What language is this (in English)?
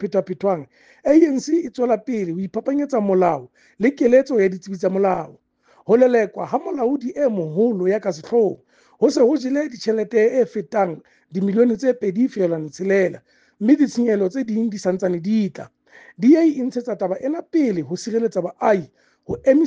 Southern Sotho